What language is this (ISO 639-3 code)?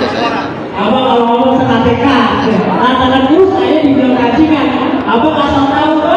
bew